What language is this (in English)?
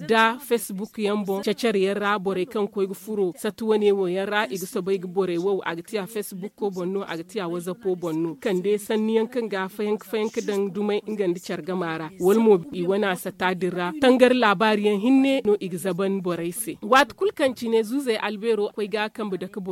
Zarma